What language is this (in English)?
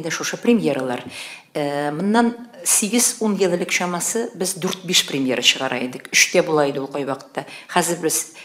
Tatar